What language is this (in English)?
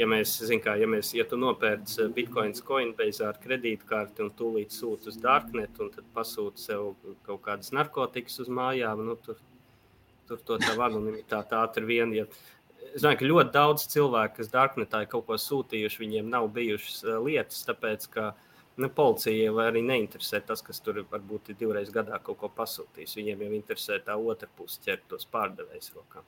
Latvian